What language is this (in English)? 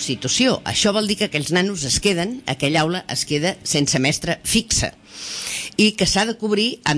Catalan